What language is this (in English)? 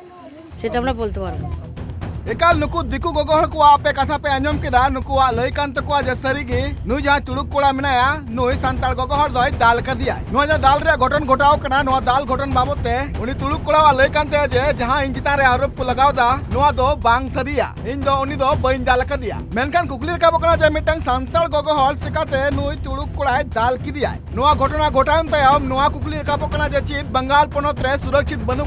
Santali